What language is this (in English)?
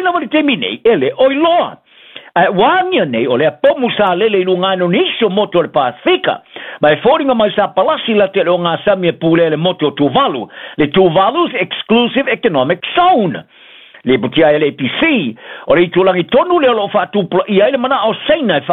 Samoan